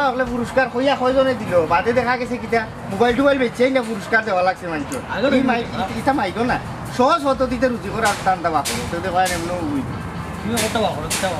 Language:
Sylheti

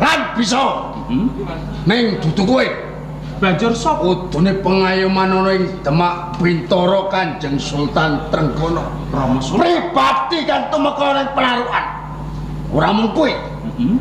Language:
Javanese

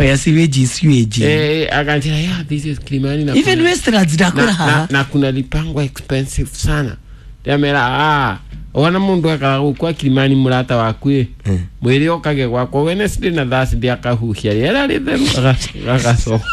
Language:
Kikuyu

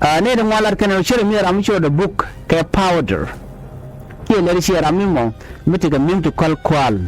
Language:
Nuer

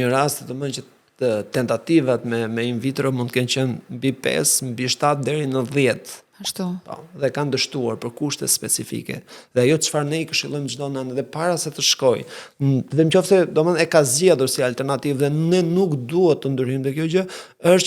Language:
Albanian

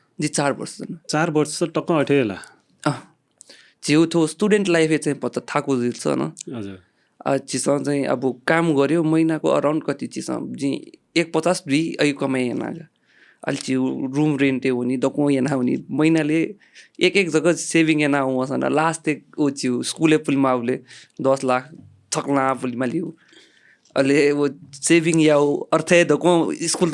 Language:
Newari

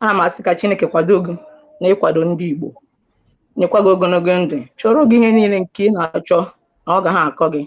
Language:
Igbo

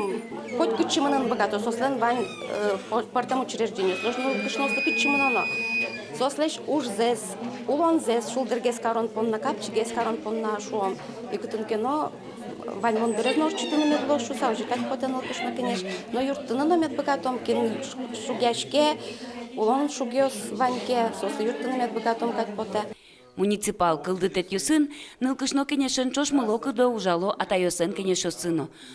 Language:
Udmurt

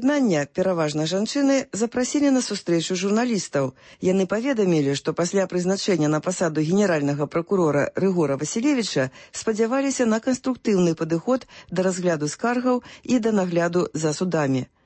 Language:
Belarusian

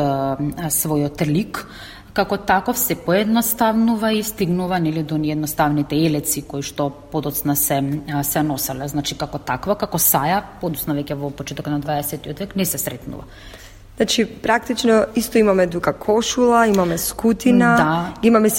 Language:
Macedonian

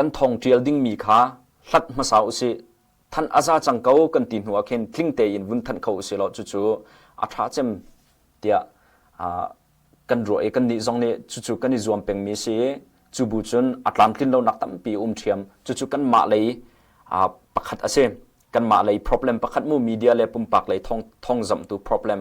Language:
Hakha Chin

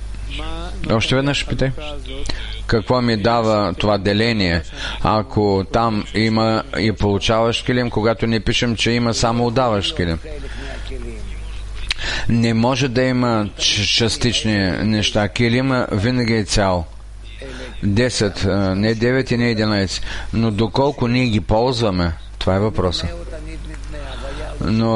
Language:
Bulgarian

